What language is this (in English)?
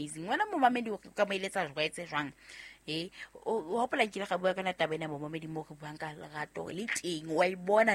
Southern Sotho